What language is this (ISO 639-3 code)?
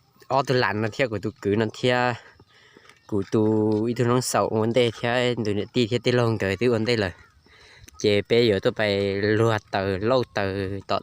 hmn